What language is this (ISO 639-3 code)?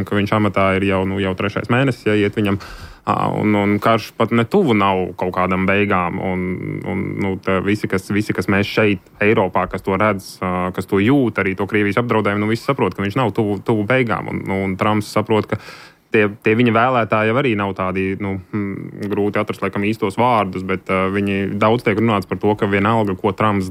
lav